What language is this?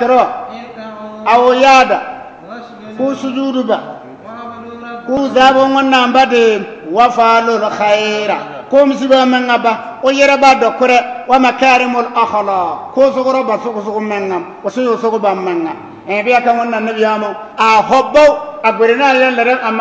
Bissa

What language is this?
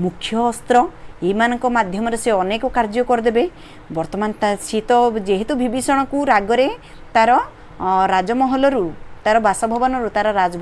Odia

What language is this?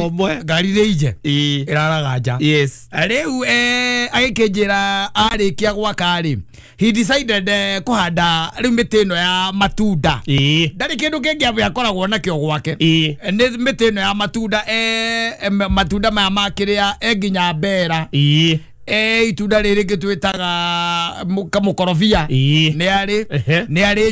Kikuyu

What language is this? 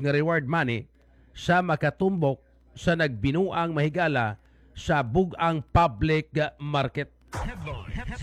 Cebuano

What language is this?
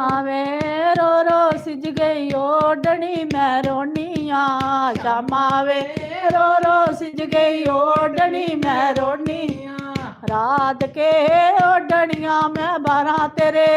Dogri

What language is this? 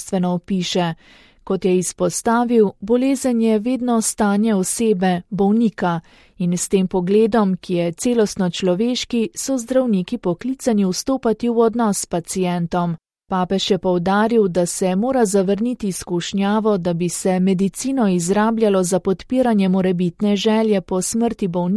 Slovenian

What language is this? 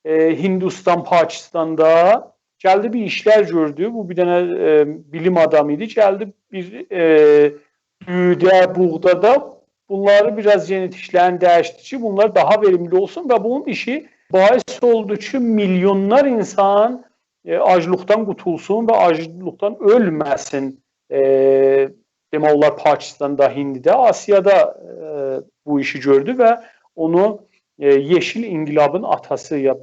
South Azerbaijani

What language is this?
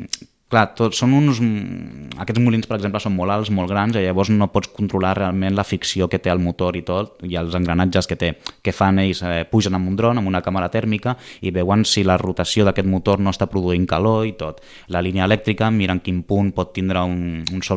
Catalan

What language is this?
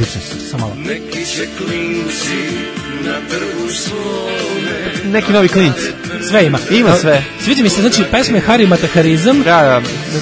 Serbian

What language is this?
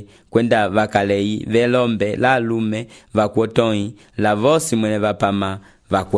Umbundu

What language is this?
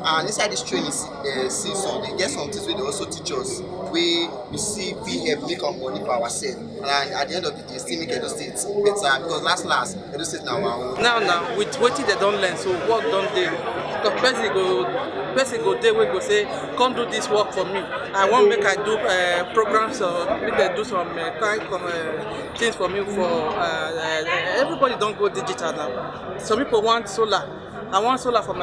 Nigerian Pidgin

